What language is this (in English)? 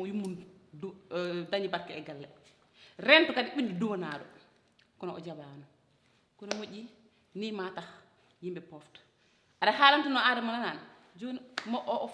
Fula